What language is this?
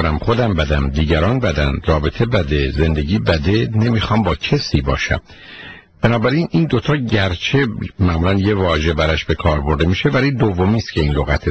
Persian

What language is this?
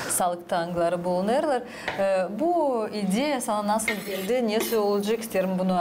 Gagauz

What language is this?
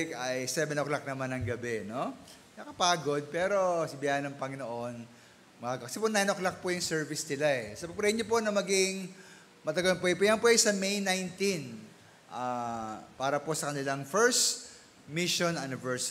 Filipino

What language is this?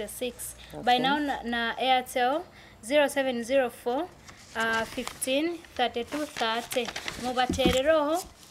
Nyoro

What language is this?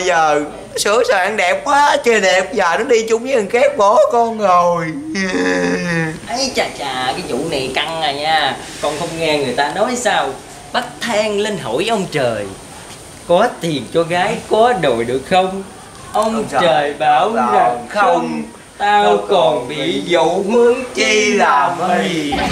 Vietnamese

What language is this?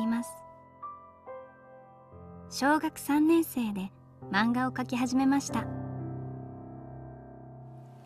Japanese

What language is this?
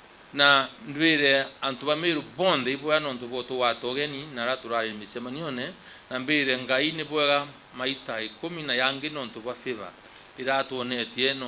Meru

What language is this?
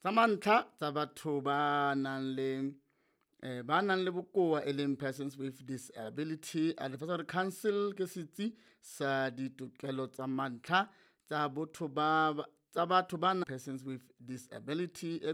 Southern Sotho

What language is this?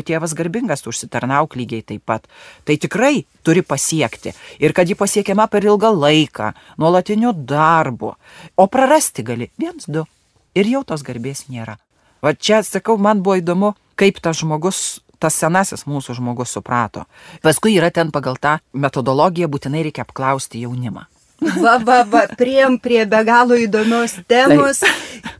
Lithuanian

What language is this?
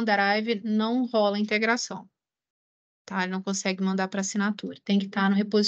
Portuguese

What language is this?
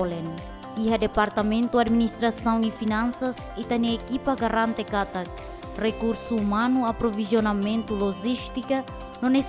Tetum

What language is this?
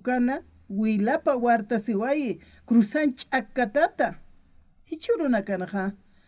Aymara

